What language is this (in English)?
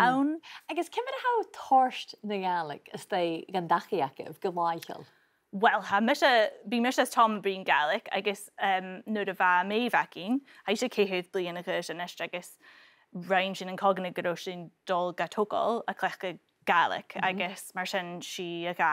Scottish Gaelic